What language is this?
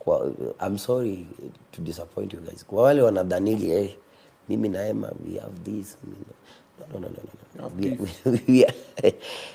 Swahili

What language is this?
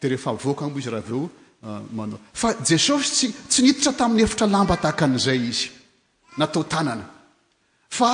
Malagasy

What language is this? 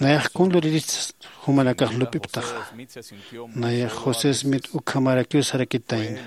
Aymara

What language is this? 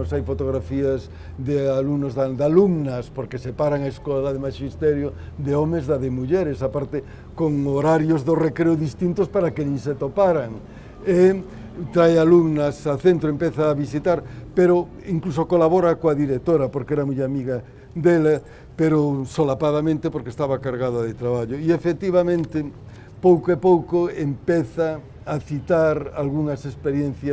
Galician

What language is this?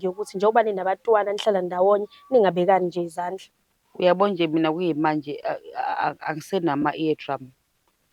Zulu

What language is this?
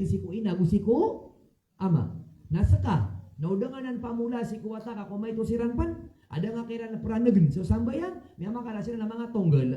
Maranao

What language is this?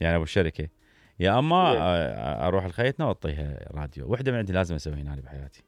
Mesopotamian Arabic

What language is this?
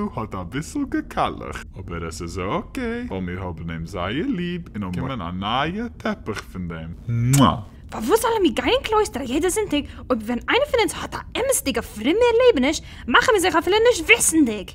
Yiddish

